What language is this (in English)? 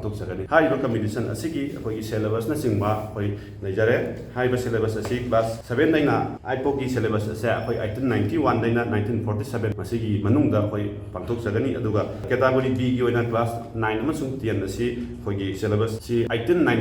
Manipuri